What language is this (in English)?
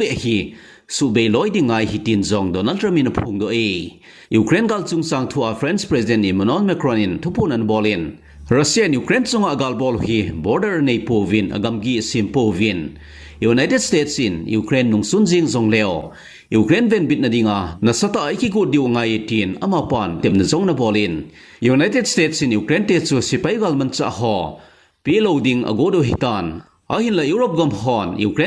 Thado Chin